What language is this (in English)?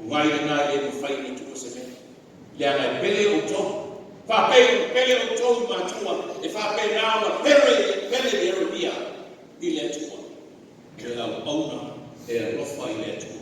Samoan